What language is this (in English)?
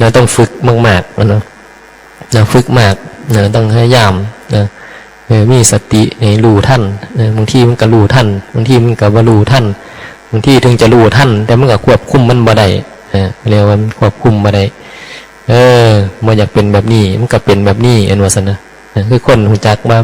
Northeastern Thai